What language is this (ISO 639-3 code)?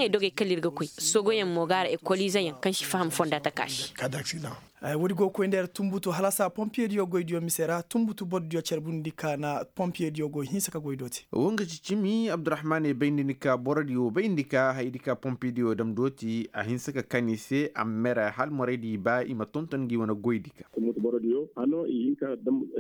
ses